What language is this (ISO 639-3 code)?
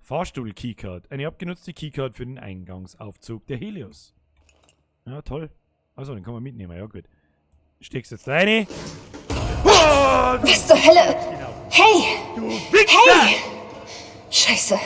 bar